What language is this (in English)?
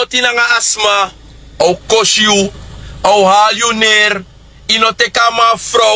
Sranan Tongo